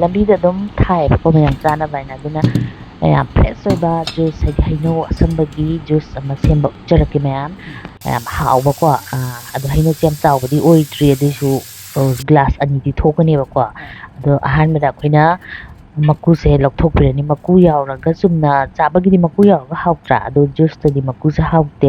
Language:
Manipuri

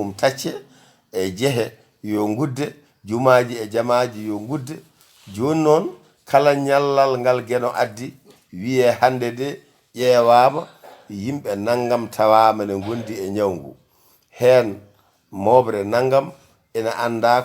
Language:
Fula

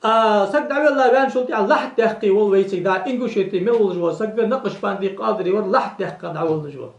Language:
Ingush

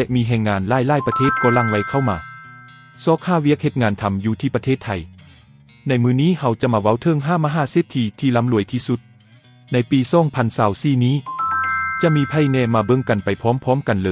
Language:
Lao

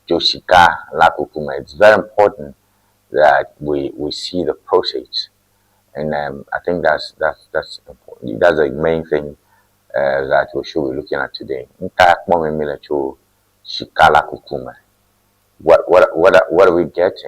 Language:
Ewe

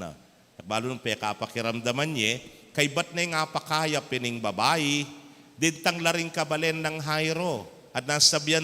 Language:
Pampanga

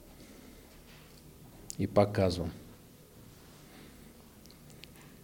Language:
Bulgarian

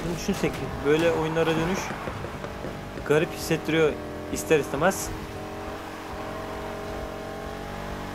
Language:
Turkish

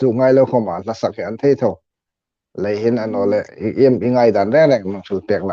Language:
Hmar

